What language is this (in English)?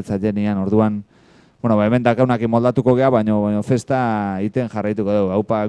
Basque